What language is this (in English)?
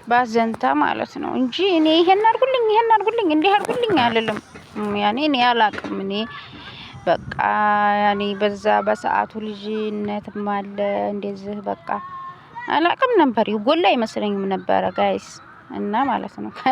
Amharic